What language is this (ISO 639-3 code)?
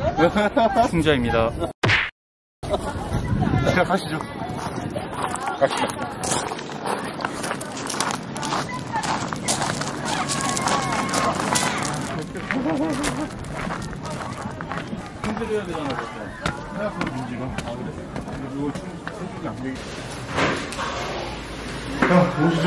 kor